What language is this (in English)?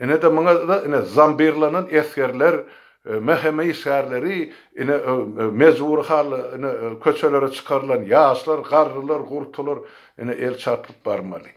Turkmen